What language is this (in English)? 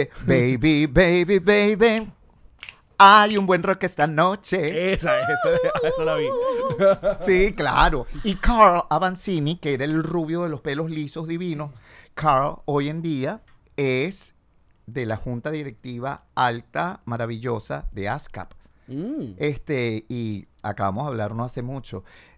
Spanish